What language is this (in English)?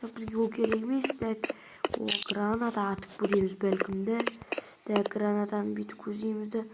Kazakh